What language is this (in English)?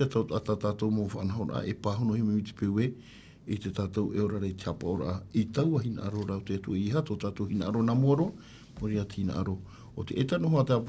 Tahitian